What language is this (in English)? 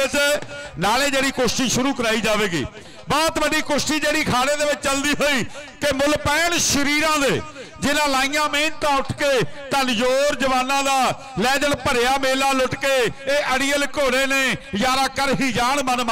Punjabi